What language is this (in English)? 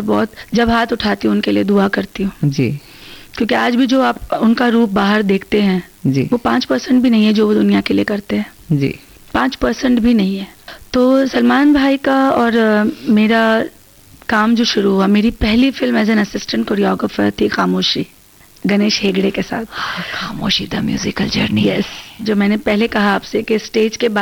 Hindi